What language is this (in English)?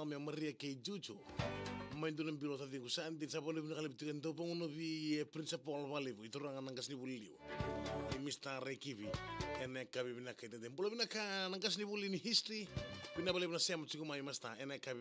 Fijian